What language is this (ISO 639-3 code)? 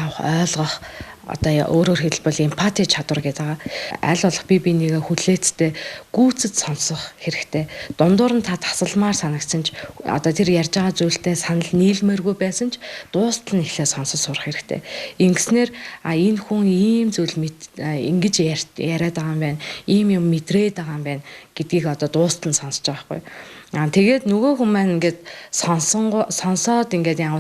mon